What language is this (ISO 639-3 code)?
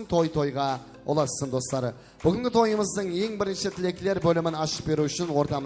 kaa